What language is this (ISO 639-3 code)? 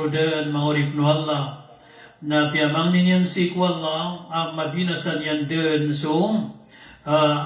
mrw